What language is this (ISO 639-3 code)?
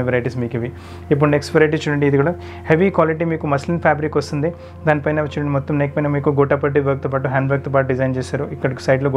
tel